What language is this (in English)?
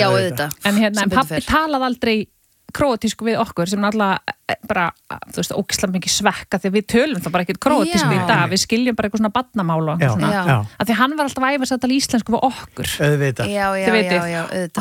Icelandic